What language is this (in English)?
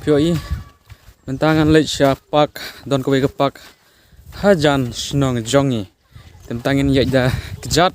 Khasi